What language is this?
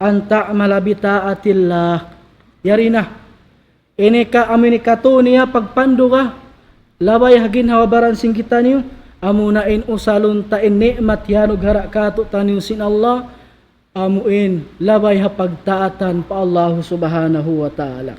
Tausug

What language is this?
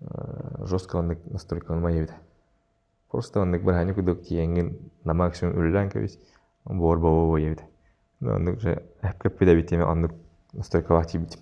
Yakut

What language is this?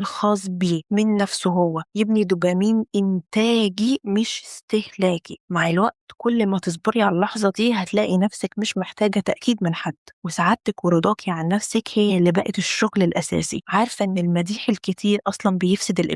Egyptian Arabic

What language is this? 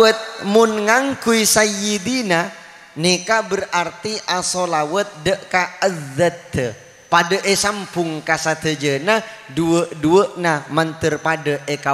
Madurese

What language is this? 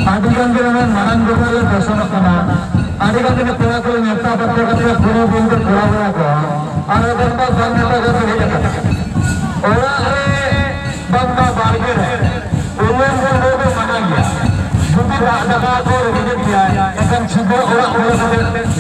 Santali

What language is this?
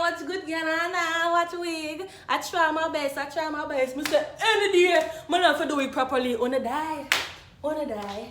Jamaican Creole English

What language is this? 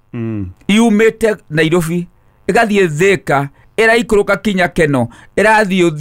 Kikuyu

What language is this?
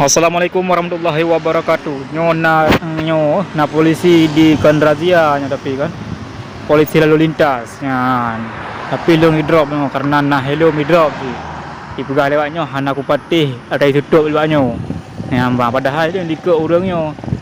Achinese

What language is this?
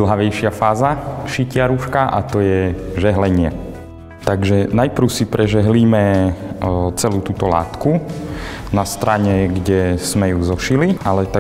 Slovak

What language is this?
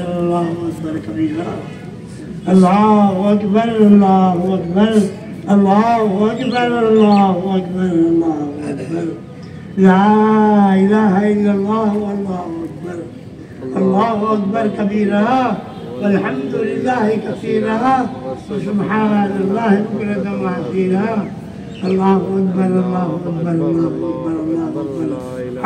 Urdu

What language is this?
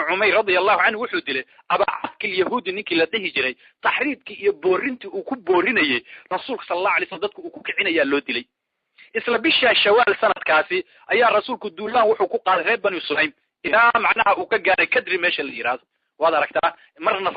Somali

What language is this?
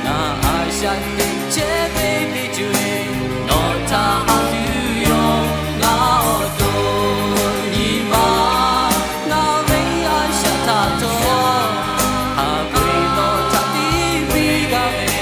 Lahu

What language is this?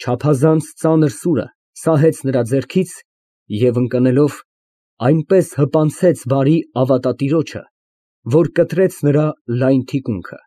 Armenian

